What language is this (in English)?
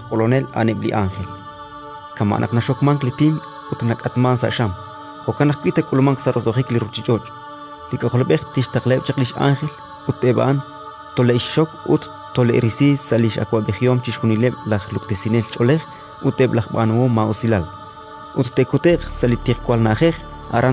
Kekchí